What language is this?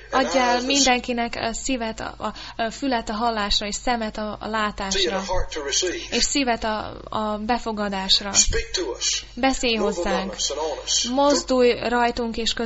Hungarian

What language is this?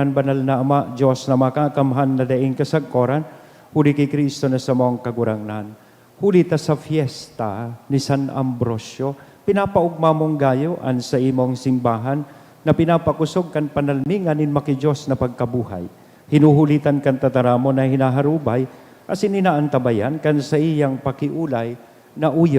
Bikol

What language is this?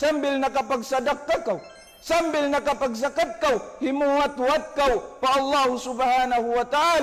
Tausug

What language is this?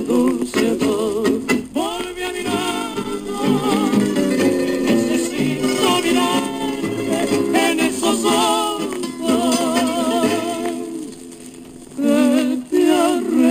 Spanish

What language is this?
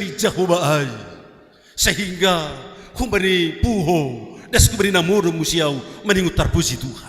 Batak Simalungun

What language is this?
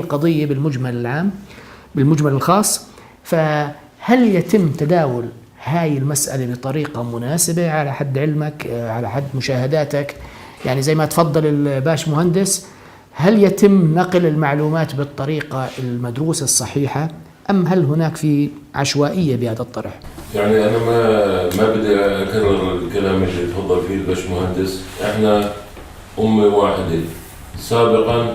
North Levantine Arabic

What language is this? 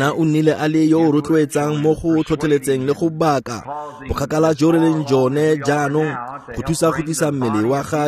Tswana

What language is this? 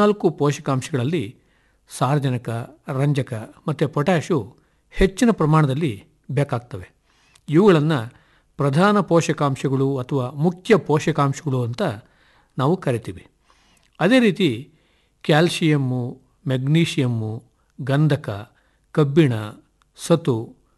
Kannada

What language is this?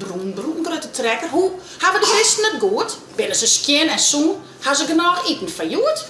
Western Frisian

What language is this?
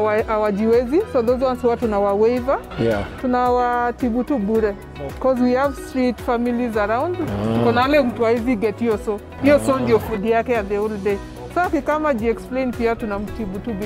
Swahili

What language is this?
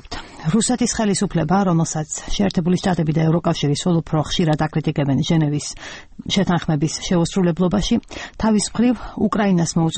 Georgian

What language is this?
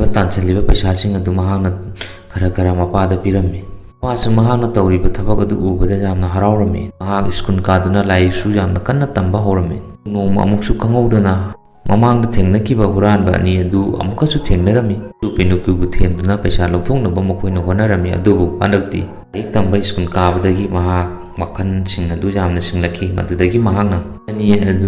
Manipuri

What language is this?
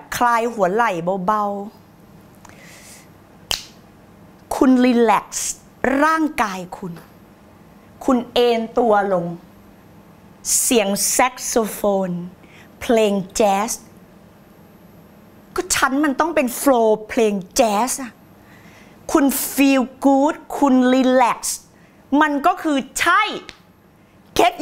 Thai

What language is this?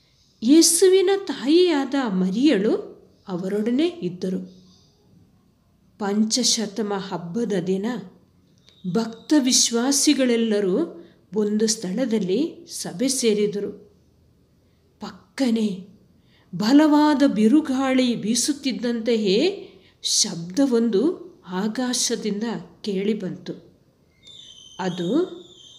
Kannada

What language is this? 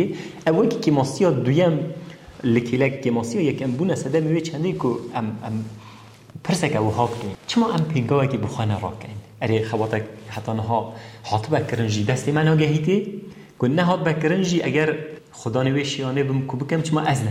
Kurdish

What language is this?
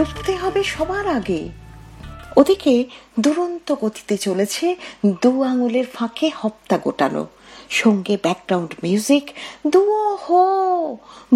Bangla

